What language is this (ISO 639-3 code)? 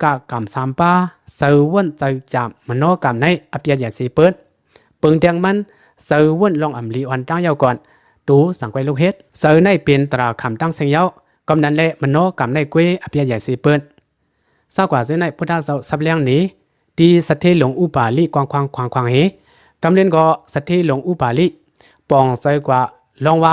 shn